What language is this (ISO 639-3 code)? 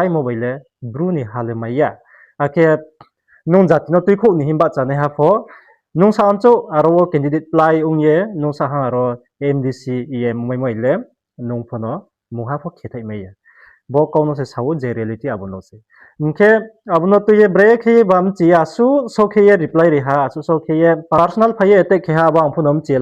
ria